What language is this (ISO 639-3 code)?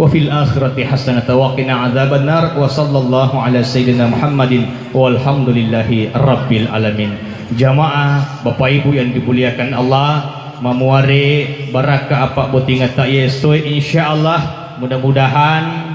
bug